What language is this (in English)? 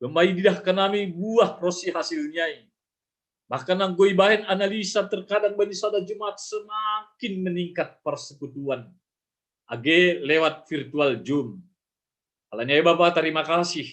Batak Simalungun